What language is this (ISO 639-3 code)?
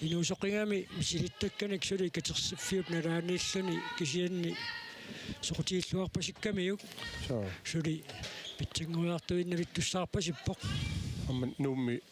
kal